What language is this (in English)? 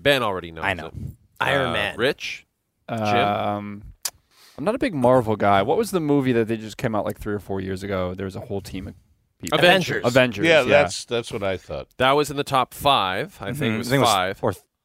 English